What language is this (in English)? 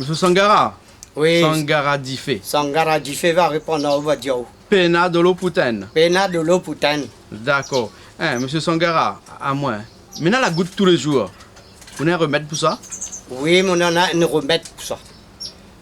Réunion Creole French